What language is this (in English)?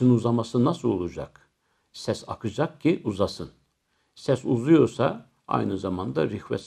Turkish